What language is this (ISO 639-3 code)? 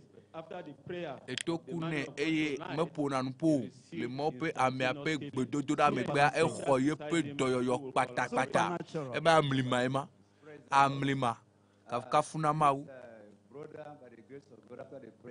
ewe